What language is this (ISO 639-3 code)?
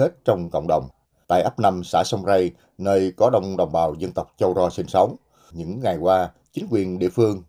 vie